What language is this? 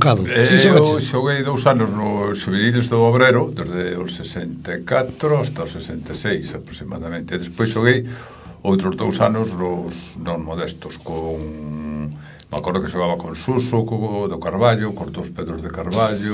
Galician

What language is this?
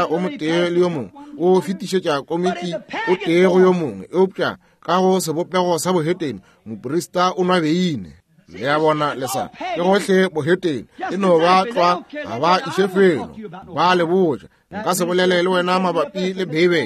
Northern Sotho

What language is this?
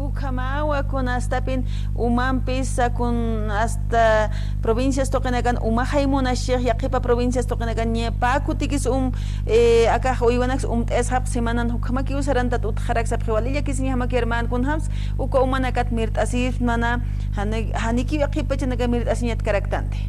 Aymara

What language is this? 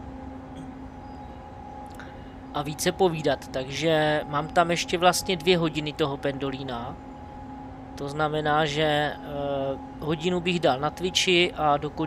Czech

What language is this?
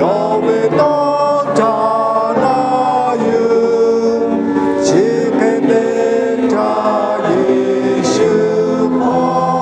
Lahu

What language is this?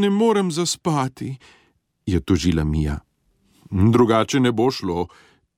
Slovenian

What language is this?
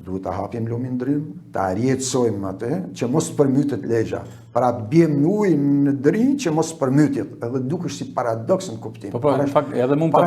Albanian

